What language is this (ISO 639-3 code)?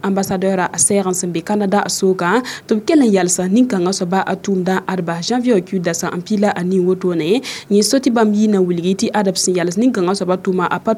mos